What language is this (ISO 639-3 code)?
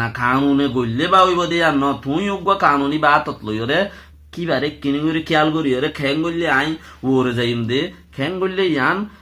rhg